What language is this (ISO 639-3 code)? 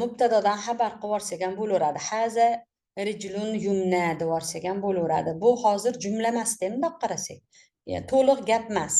uzb